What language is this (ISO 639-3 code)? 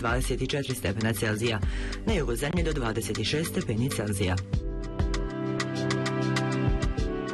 bos